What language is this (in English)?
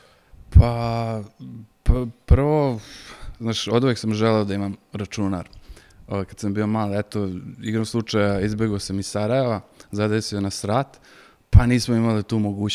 Serbian